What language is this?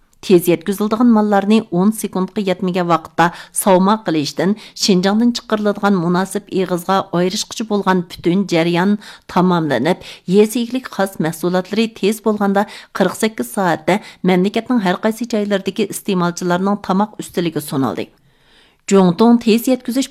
Uyghur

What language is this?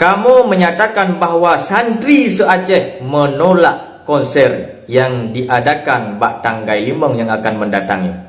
Achinese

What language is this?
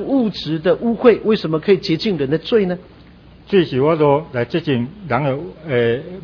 Chinese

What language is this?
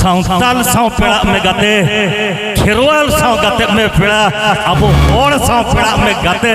Santali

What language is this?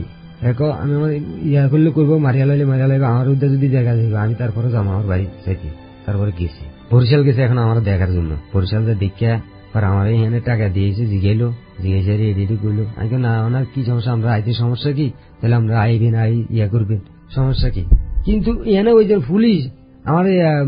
Bangla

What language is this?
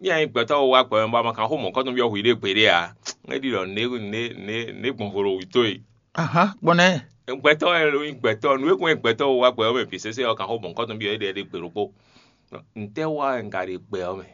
Fon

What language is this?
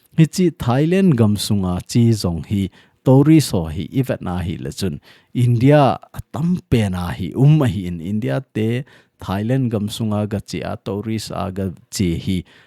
Thado Chin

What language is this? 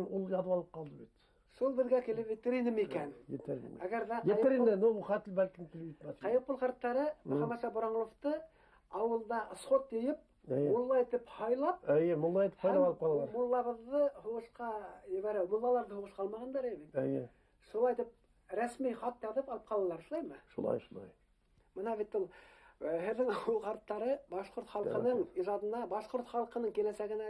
Bashkir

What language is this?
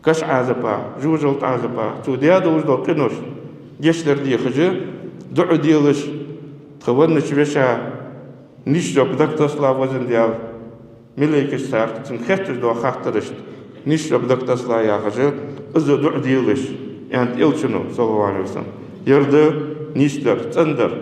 Ingush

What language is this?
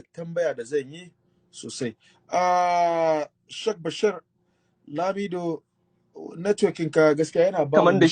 Hausa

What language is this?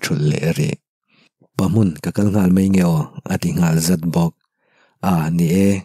Mizo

